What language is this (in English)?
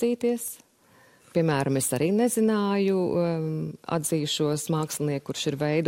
Latvian